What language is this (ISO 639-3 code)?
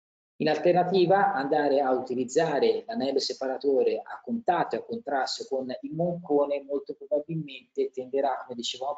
ita